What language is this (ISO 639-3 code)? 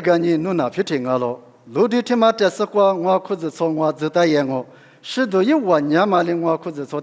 lis